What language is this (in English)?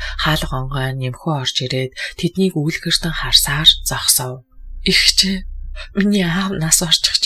Mongolian